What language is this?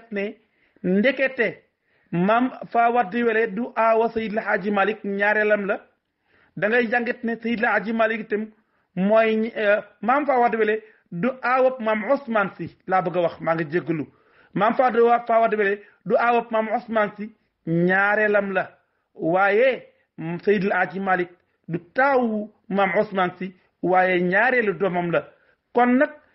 Wolof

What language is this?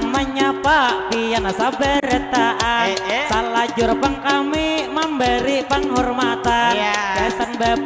Banjar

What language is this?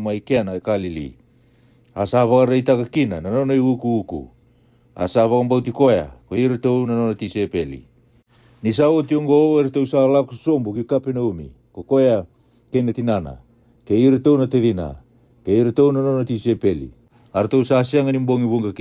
Fijian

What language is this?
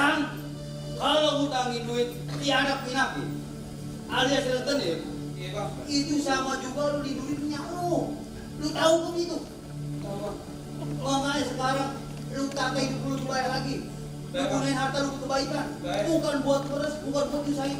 Betawi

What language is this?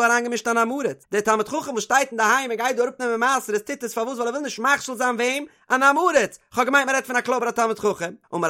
Yiddish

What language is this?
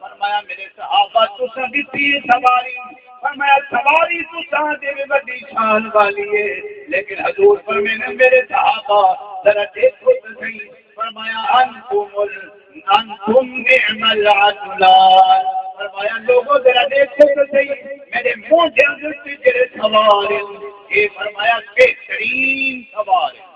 Saraiki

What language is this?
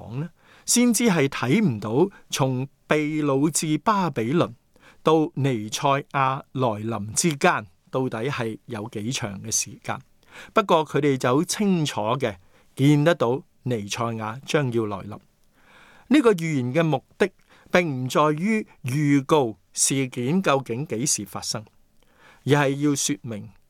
Cantonese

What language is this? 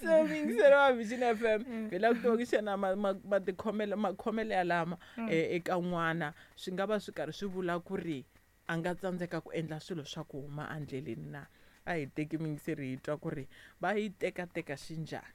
Tsonga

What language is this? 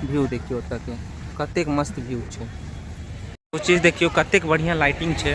Maithili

